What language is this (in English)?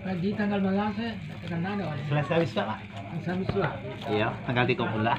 Minangkabau